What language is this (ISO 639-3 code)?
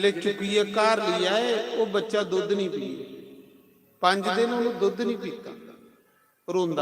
doi